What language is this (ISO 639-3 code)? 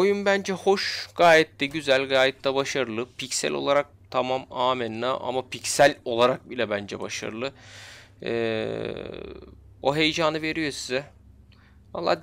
tur